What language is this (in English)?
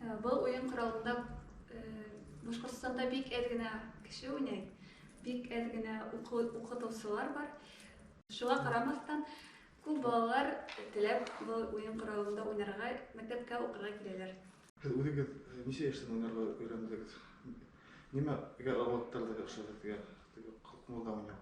Bashkir